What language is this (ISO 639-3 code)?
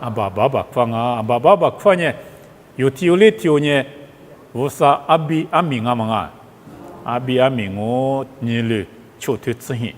lis